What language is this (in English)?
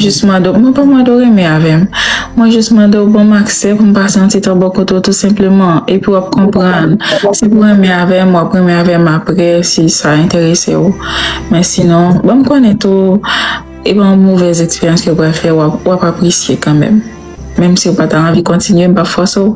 Haitian Creole